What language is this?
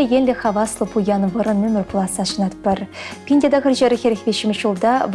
Chuvash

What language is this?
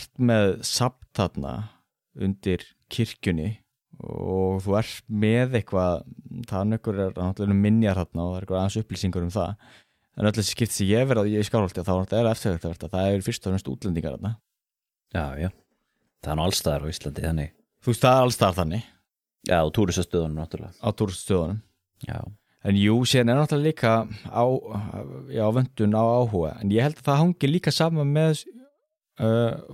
Icelandic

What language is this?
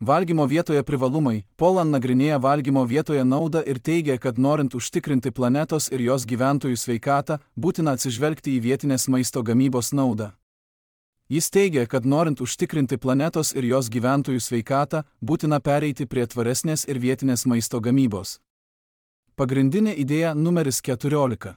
Lithuanian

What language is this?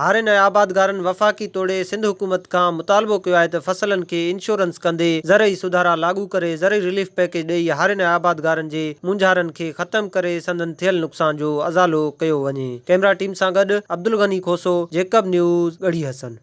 Sindhi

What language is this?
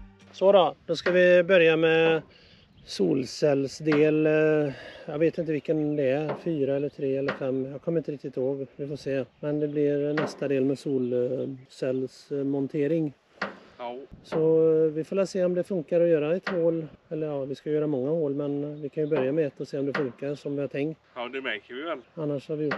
Swedish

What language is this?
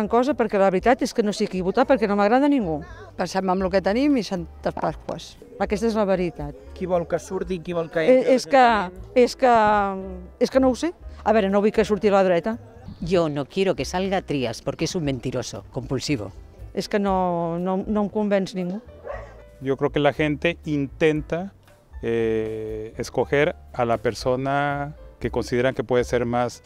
Catalan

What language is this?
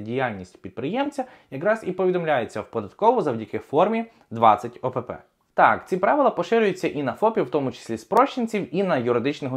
Ukrainian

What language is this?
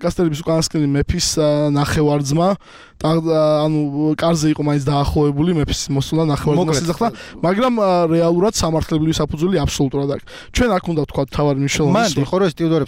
Georgian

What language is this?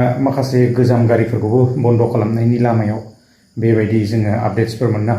Bodo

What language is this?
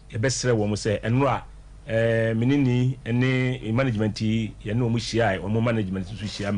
Akan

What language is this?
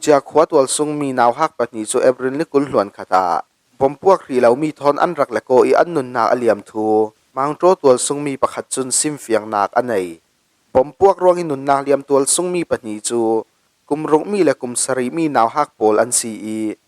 Falam Chin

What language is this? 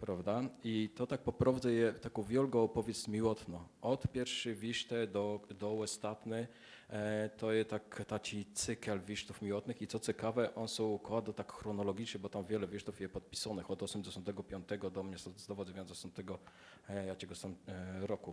Kashubian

